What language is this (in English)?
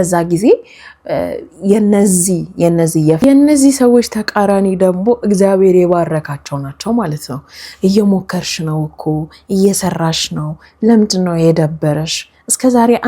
Amharic